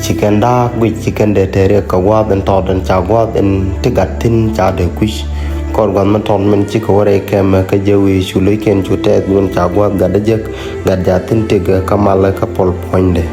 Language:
Nuer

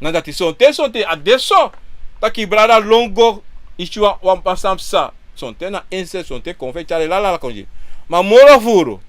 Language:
Sranan Tongo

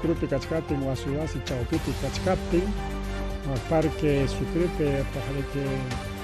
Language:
Ayacucho Quechua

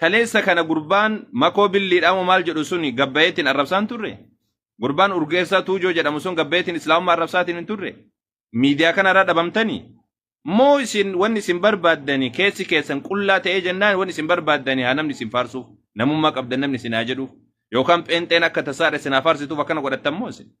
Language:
Oromo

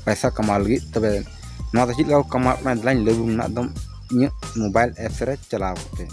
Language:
Santali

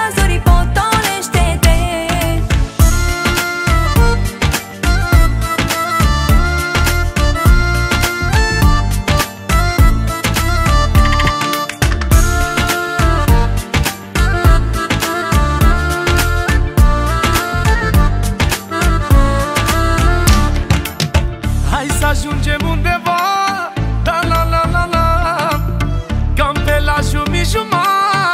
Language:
Romanian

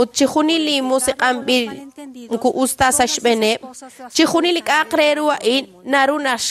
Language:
Kekchí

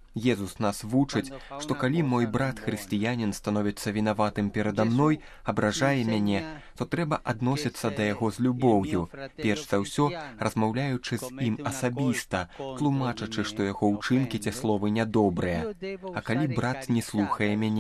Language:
Belarusian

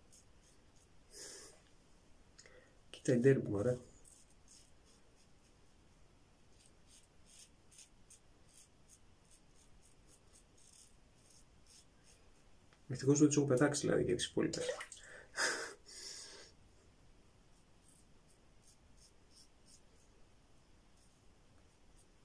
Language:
Greek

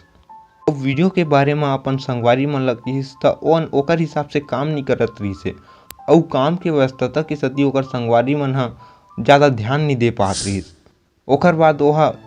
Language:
Chhattisgarhi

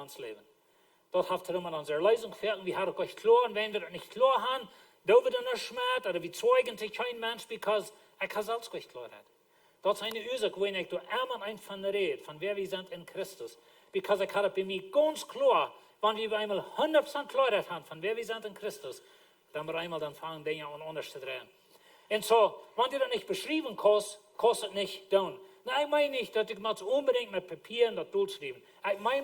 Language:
Plautdietsch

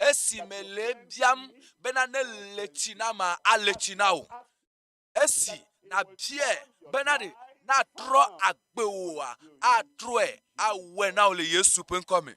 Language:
Ewe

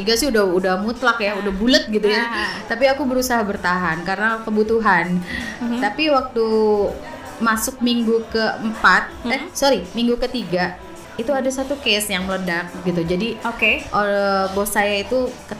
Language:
Indonesian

